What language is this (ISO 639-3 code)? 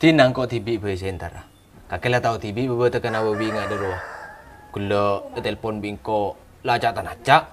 mad